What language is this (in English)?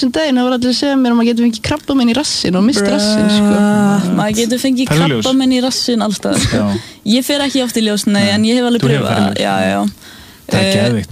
Icelandic